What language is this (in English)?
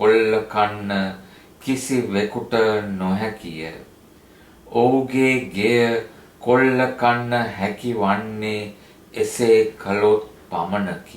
Sinhala